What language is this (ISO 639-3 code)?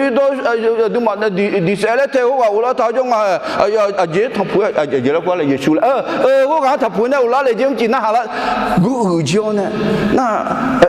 ahk